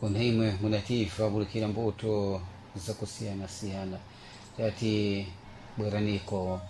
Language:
Sena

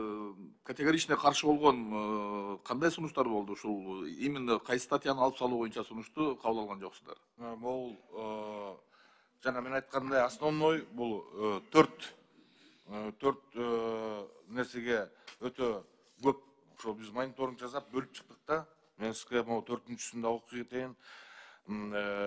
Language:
Kyrgyz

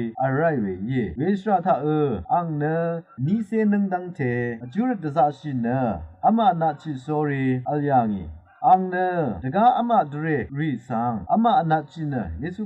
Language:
Rawang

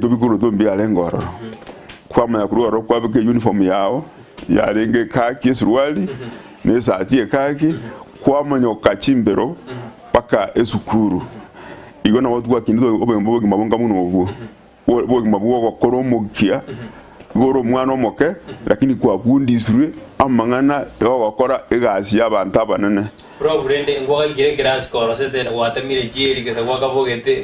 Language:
Gusii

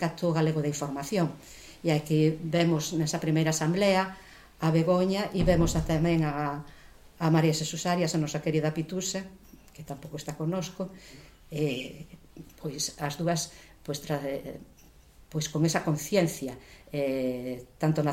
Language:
Galician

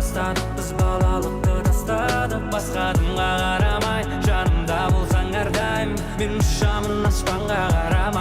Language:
Kara-Kalpak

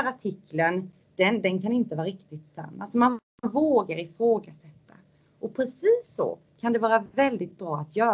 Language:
Swedish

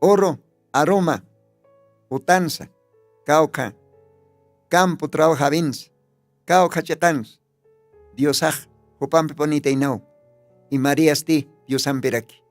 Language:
Aymara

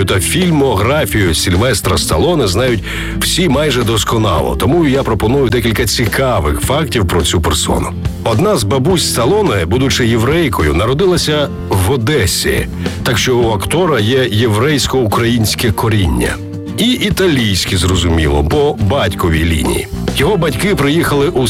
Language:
Ukrainian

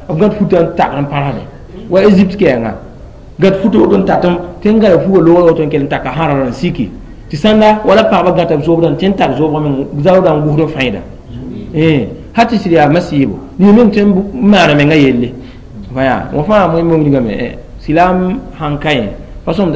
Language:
Mossi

